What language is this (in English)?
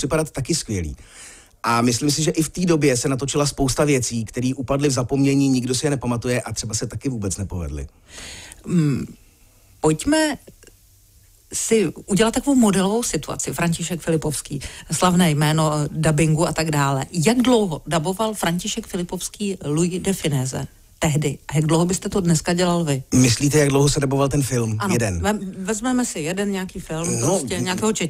Czech